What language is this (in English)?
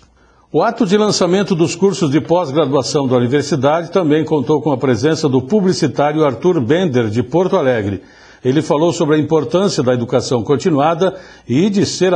Portuguese